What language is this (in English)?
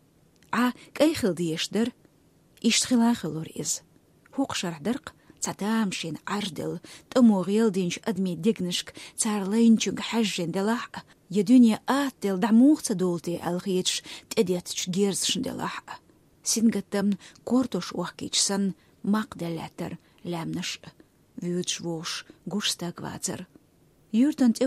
Chechen